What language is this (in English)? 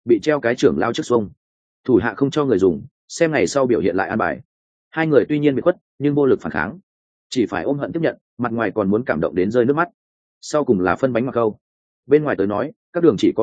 Vietnamese